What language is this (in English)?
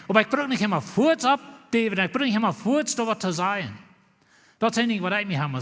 Plautdietsch